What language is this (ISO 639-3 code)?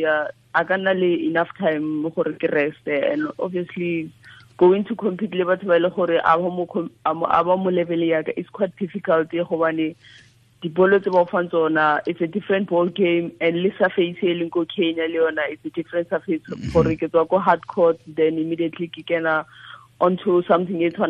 tsn